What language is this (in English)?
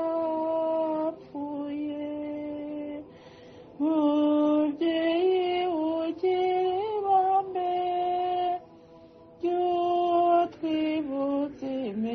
Kinyarwanda